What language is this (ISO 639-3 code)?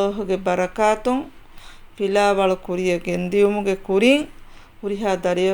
div